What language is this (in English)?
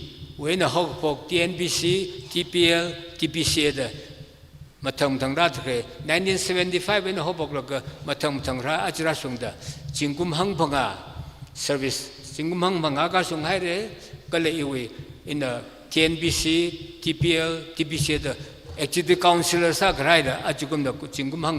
Tangkhul Naga (India)